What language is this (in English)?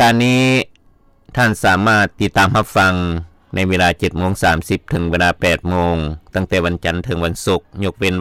Lao